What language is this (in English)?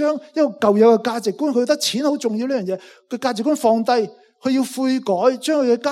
Cantonese